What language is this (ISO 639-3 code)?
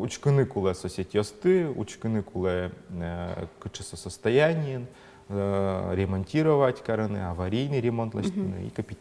udm